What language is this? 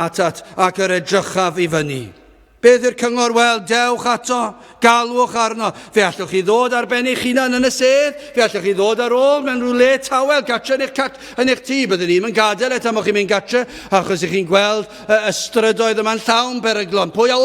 Welsh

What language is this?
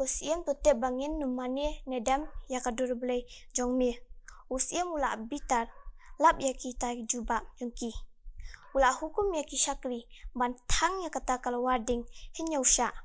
Khasi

